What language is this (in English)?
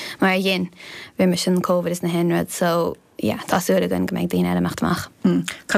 Irish